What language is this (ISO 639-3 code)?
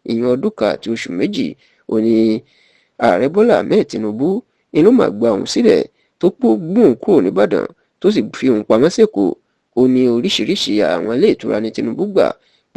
yor